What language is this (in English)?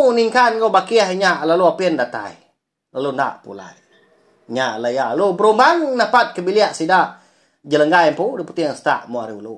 Iban